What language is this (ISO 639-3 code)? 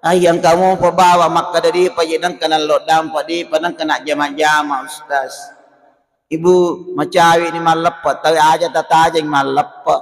bug